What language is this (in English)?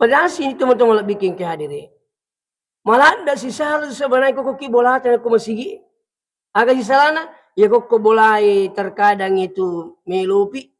Buginese